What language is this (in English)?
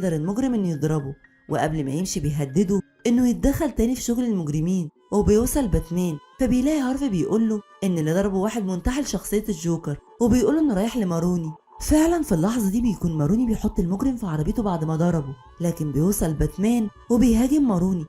Egyptian Arabic